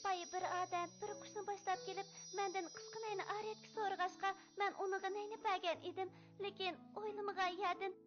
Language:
Uyghur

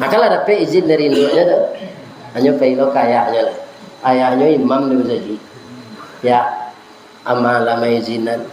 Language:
Minangkabau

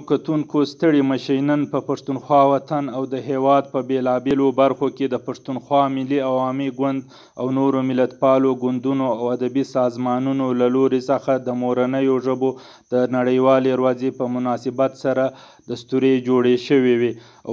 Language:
Pashto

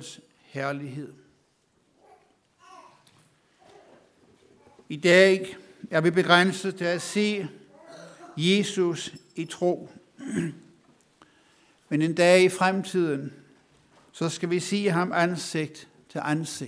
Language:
Danish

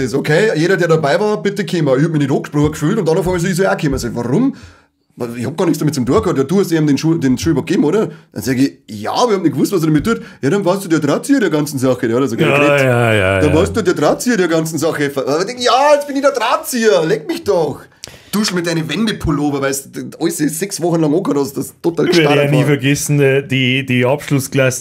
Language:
Bavarian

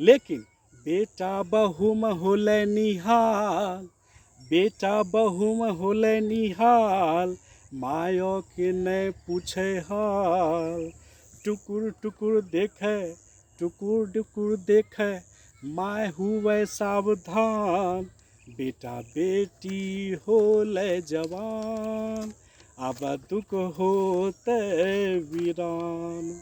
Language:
Angika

